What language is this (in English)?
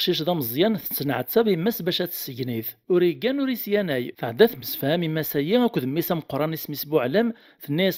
Kabyle